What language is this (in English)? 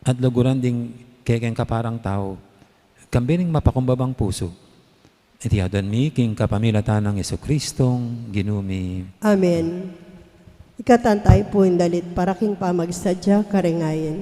Pampanga